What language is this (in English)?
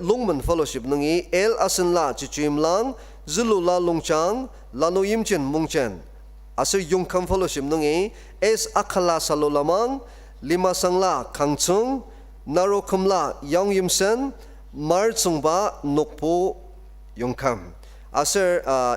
Ao Naga